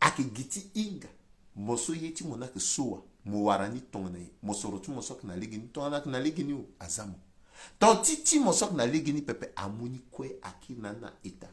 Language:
Sango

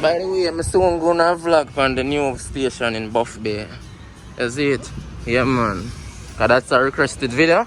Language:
Jamaican Creole English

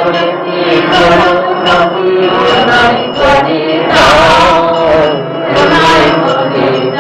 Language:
Bangla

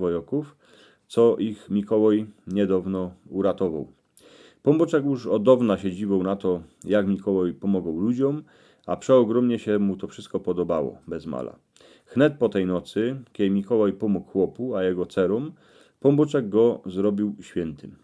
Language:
Silesian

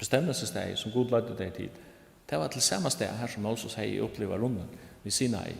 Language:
Faroese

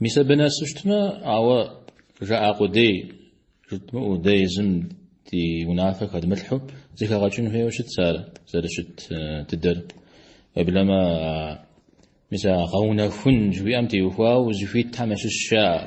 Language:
Kabardian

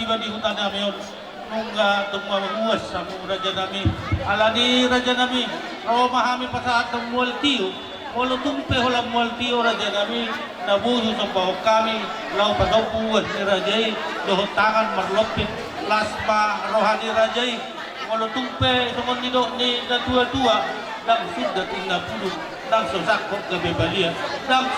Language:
Batak Toba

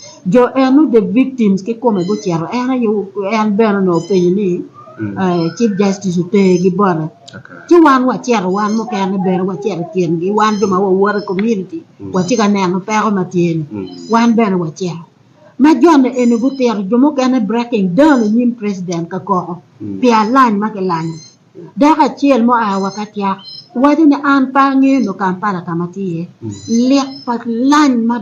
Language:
Acoli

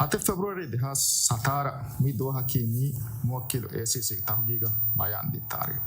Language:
Divehi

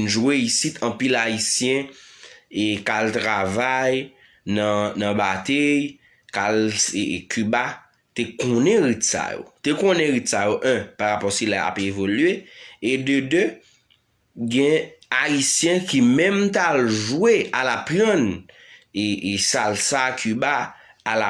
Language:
Haitian Creole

